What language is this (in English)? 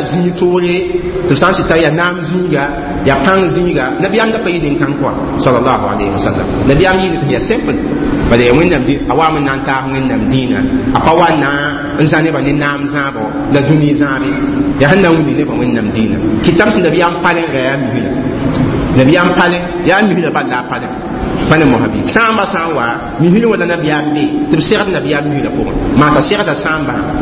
Mossi